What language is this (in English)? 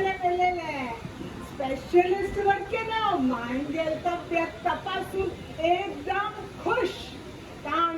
Konkani